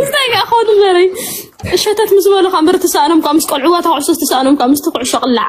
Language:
Tigrinya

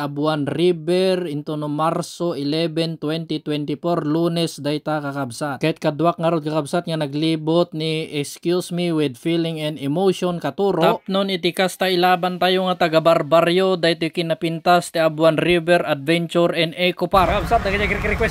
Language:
Iloko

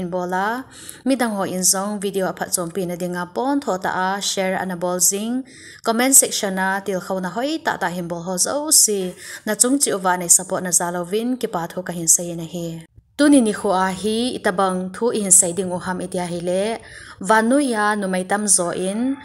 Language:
Thado Chin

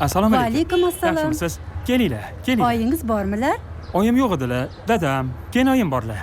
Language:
Kara-Kalpak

